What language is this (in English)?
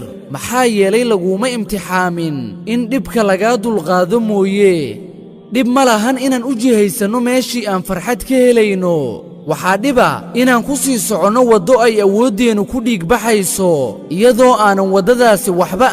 Somali